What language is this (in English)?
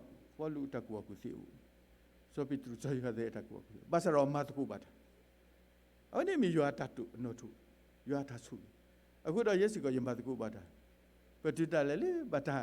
S'gaw Karen